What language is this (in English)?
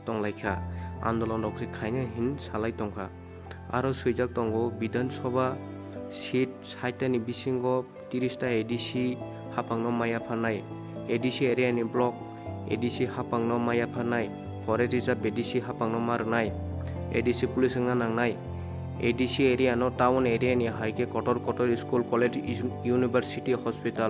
Kok Borok